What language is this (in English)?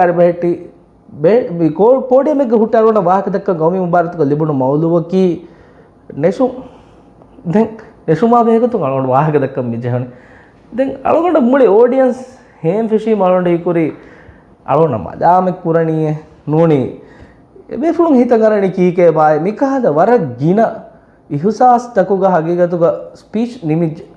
Divehi